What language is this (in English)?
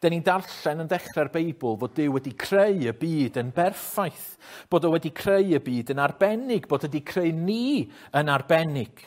Welsh